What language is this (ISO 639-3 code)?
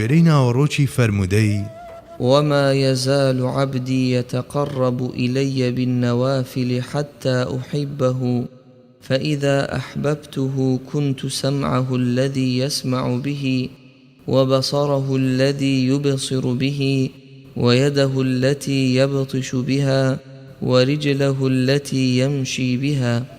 ckb